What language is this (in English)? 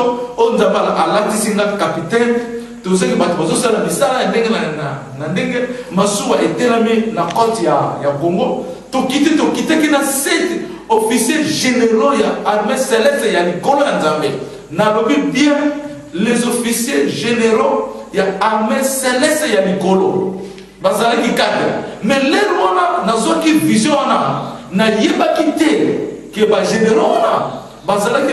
Lingala